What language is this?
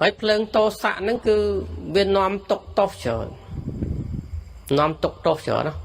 Khmer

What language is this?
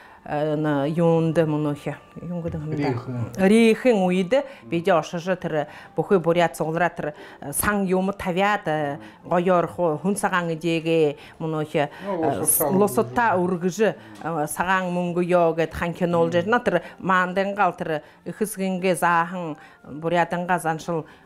Buriat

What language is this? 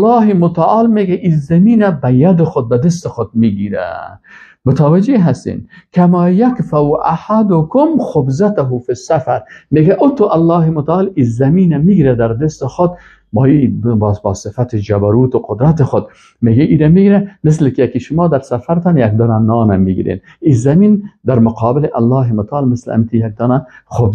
Persian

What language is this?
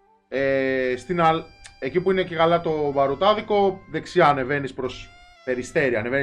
Greek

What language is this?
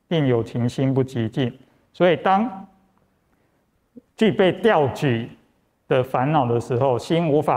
Chinese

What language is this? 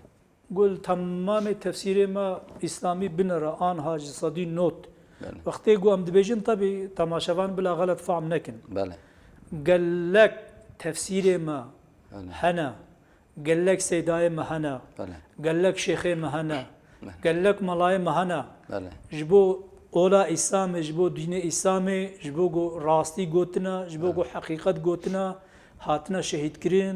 Kurdish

